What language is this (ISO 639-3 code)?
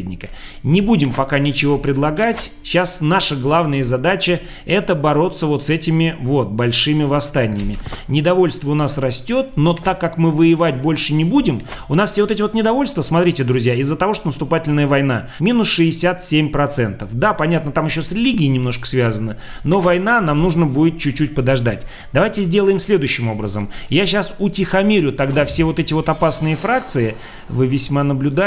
rus